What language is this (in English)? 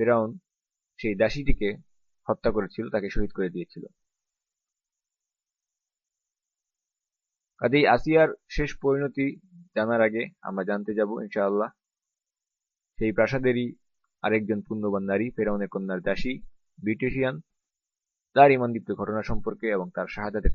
Bangla